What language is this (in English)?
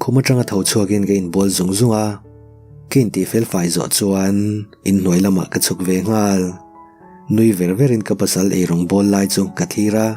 Mizo